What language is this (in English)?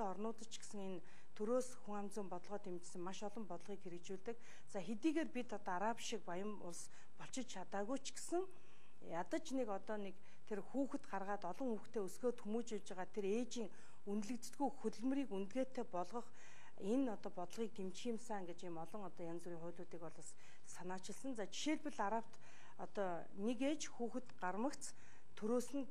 Mongolian